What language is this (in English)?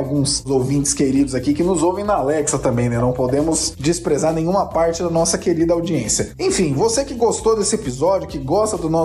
Portuguese